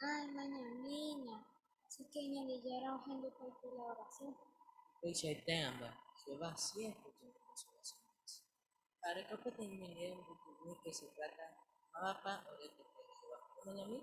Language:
Guarani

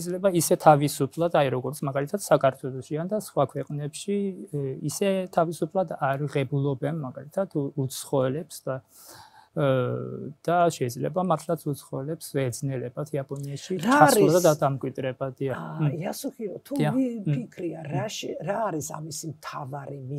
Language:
Georgian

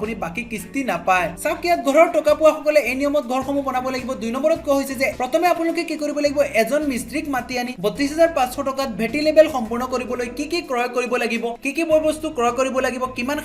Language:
Assamese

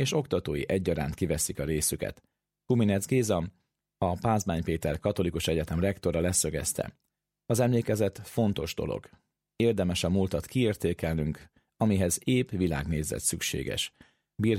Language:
Hungarian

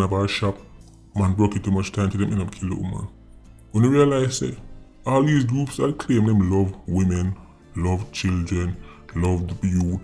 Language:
Jamaican Creole English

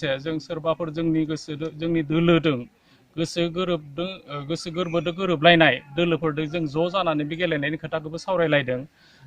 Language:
Bodo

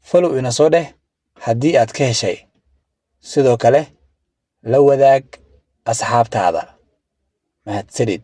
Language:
Somali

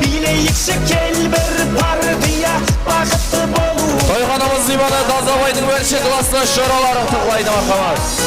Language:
Kara-Kalpak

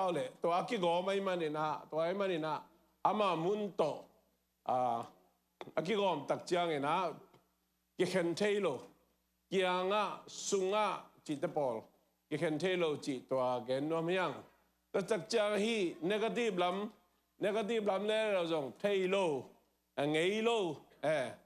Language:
Tedim Chin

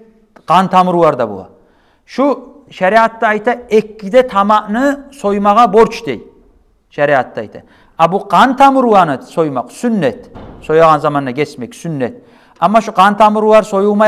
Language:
Kumyk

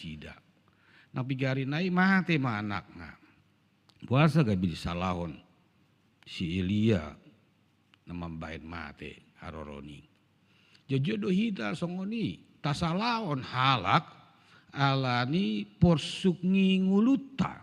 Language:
Batak Toba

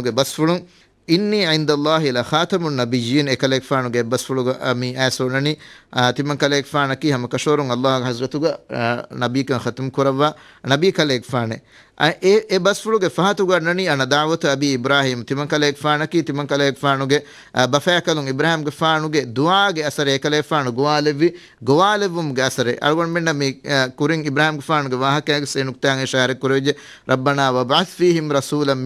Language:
Divehi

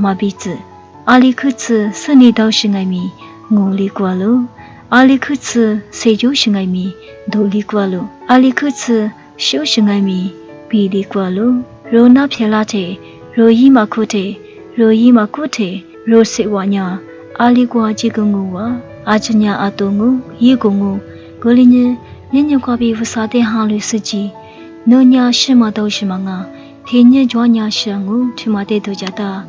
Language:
Lisu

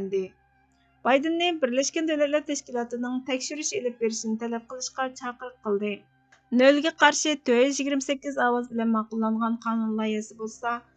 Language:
Uyghur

